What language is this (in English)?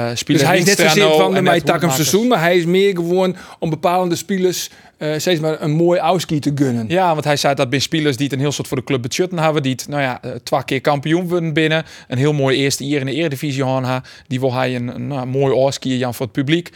Western Frisian